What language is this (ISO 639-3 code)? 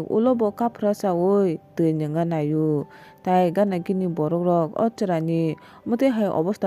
trp